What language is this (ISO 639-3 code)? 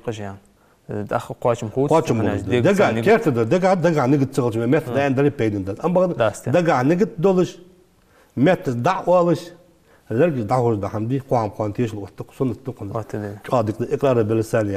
inh